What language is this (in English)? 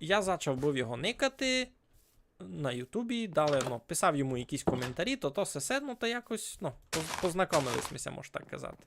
Rusyn